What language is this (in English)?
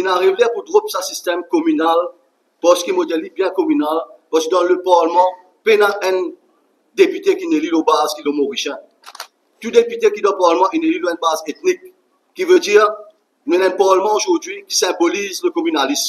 Morisyen